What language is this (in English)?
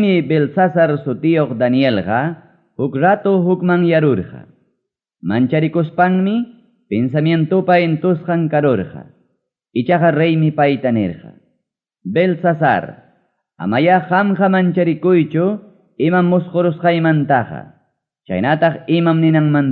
Ayacucho Quechua